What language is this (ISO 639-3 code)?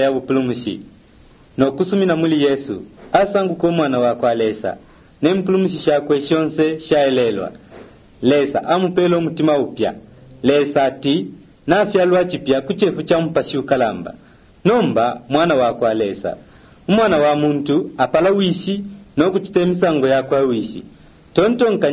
bem